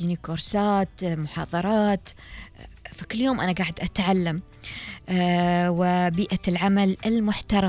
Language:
Gulf Arabic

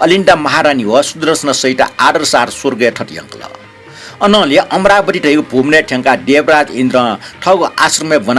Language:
Newari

